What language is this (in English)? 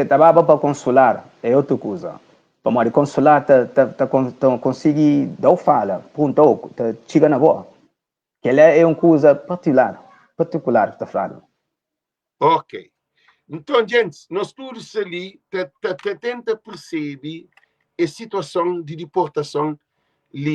Kabuverdianu